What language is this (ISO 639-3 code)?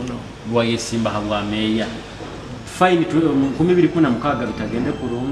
nyo